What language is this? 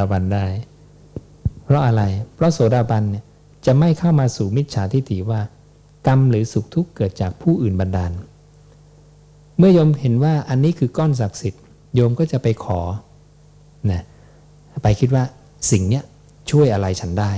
Thai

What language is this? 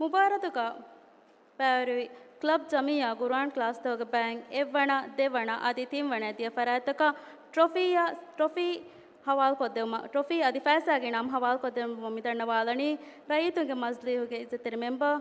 Divehi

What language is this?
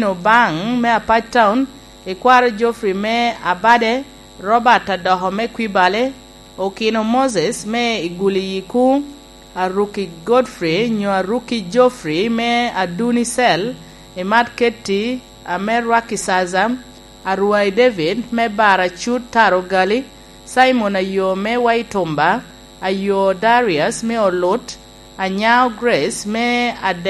Lango (Uganda)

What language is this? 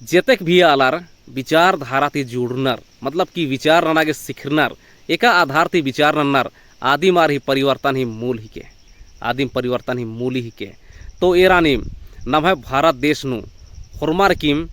Kurukh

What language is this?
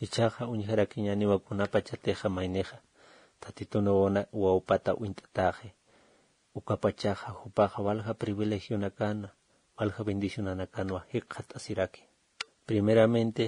Aymara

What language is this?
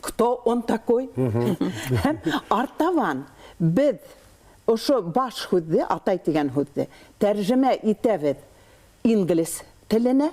Bashkir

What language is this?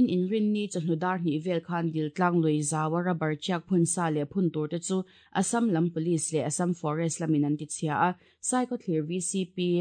Mizo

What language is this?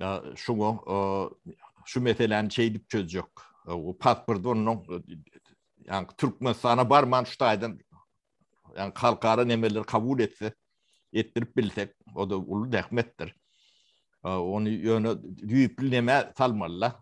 Turkmen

